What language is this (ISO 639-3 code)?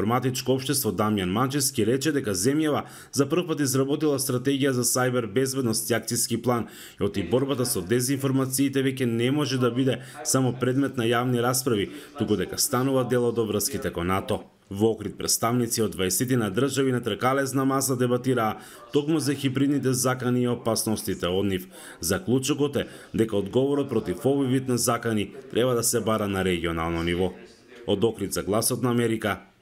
mkd